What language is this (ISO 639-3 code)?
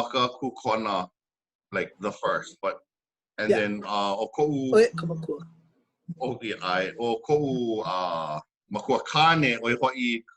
haw